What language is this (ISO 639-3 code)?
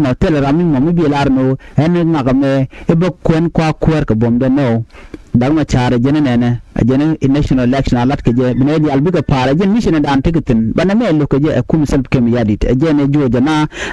nus